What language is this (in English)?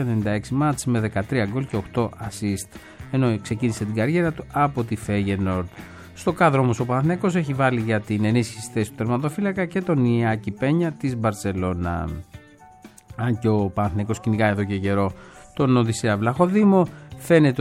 Greek